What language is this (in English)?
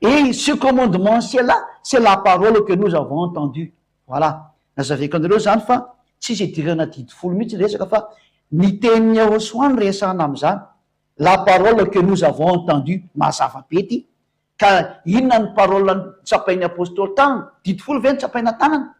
Malagasy